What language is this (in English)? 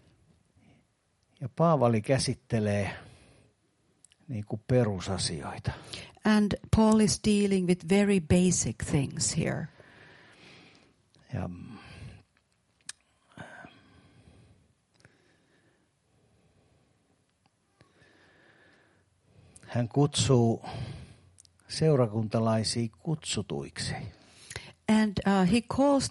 Finnish